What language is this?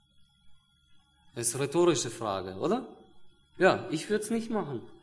German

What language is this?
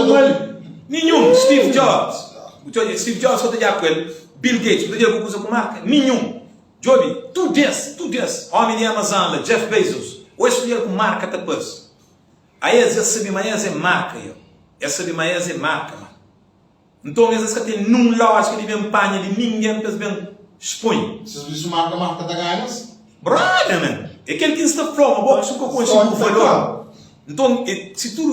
Kabuverdianu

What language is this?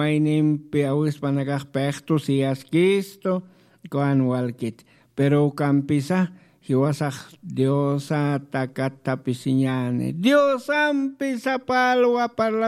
Aymara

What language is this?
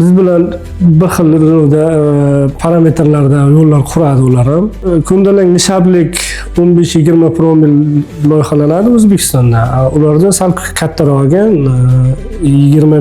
Uzbek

